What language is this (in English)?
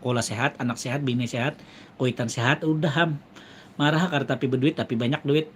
Banjar